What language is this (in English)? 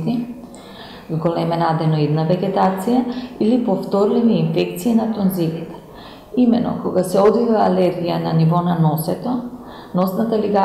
Macedonian